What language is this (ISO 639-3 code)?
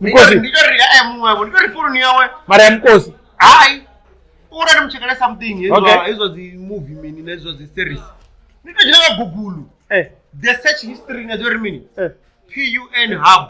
ven